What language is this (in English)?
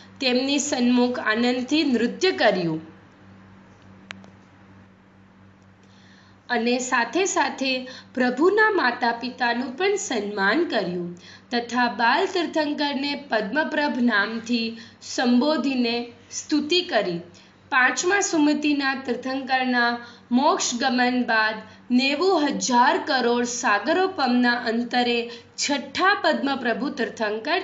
Gujarati